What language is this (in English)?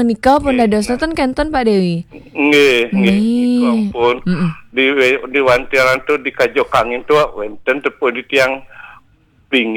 Balinese